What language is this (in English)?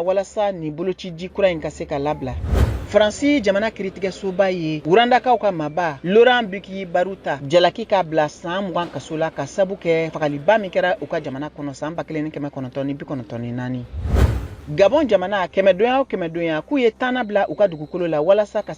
Bambara